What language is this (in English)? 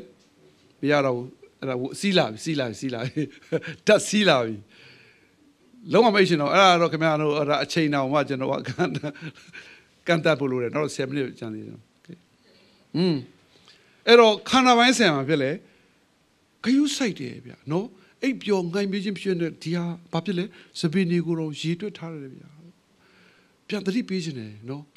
Burmese